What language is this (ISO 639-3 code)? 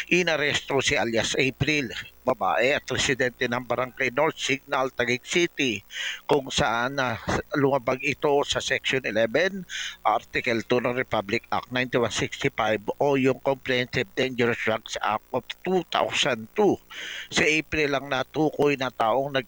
fil